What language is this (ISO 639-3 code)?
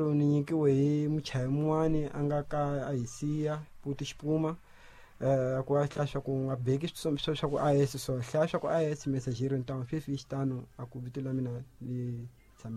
tso